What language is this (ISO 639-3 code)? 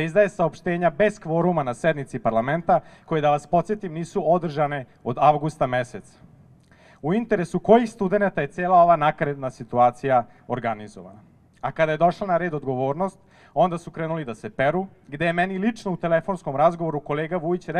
srp